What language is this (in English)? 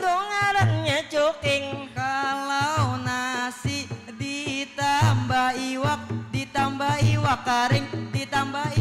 Banjar